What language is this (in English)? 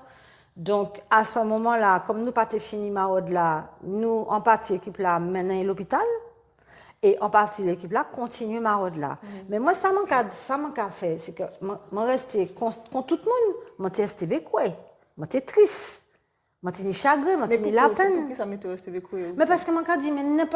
Guadeloupean Creole French